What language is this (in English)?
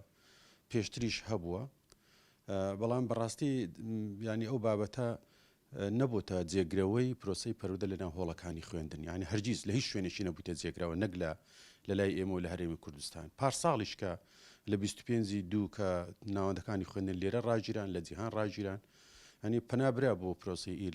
Central Kurdish